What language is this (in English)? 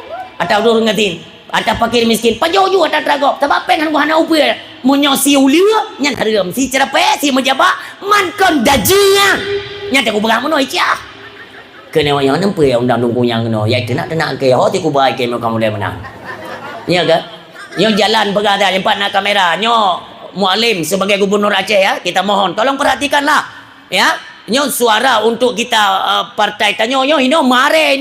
Achinese